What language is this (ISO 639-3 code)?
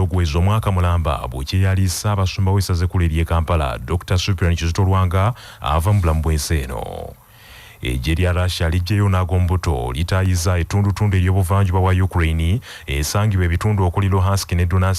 lug